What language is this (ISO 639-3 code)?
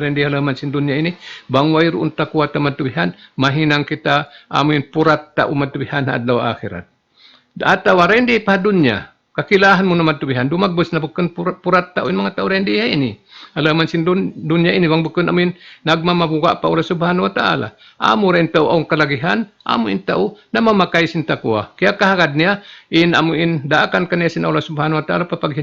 tsg